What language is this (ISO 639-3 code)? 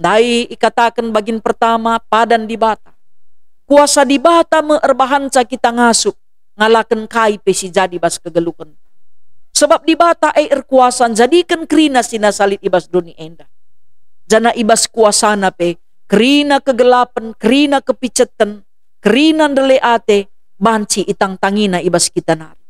btx